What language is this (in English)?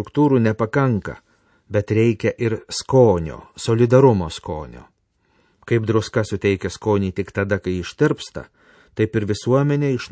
Lithuanian